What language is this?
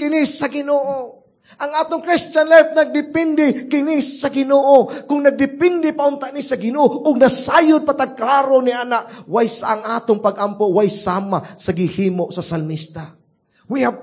Cebuano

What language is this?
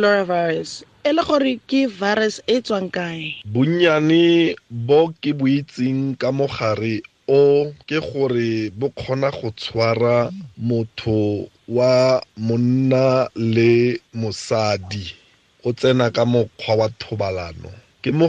Tswana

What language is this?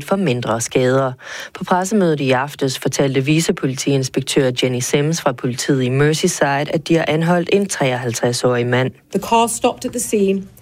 Danish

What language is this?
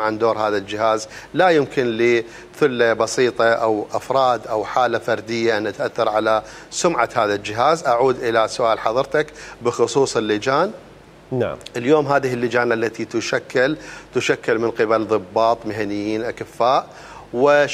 Mesopotamian Arabic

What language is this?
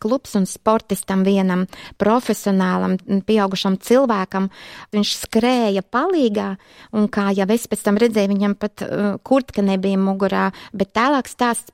Latvian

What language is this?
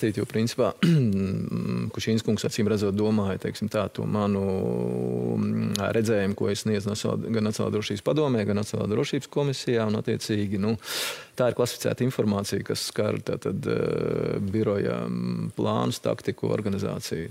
Latvian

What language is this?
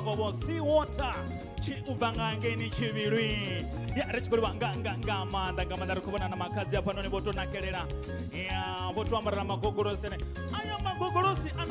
Venda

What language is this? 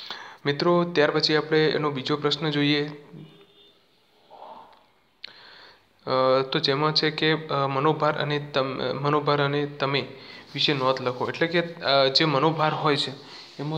Gujarati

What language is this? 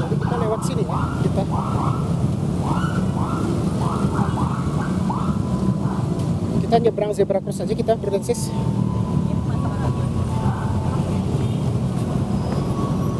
Indonesian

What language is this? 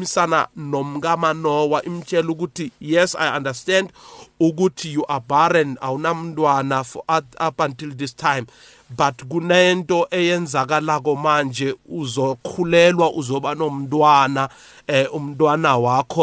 South Ndebele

